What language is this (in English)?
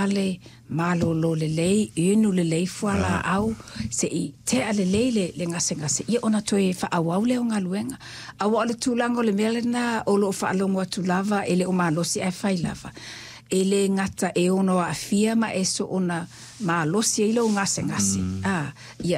Samoan